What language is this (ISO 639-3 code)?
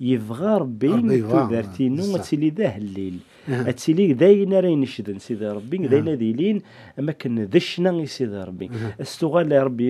kab